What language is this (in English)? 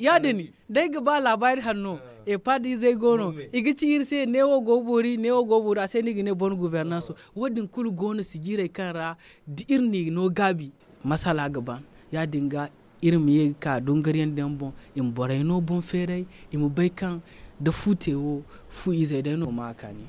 Zarma